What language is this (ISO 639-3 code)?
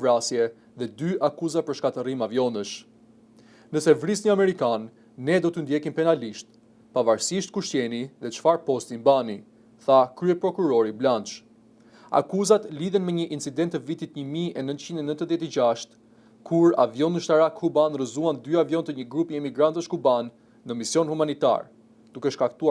sqi